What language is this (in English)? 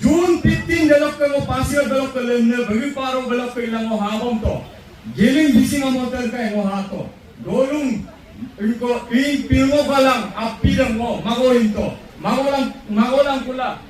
Adi